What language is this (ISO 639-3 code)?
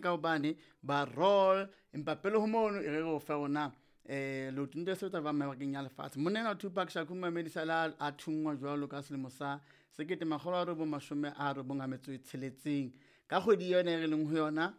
sot